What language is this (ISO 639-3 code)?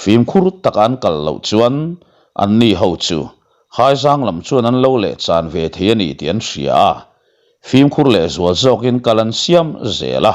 lus